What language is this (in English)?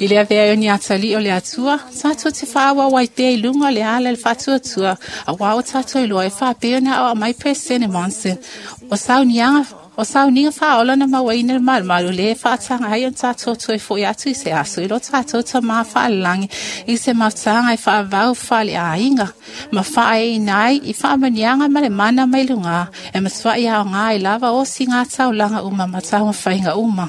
Samoan